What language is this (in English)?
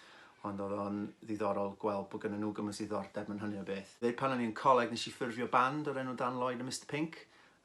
Welsh